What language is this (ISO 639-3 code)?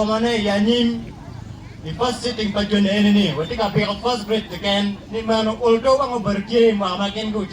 ach